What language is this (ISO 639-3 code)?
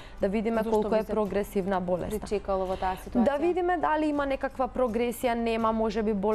mkd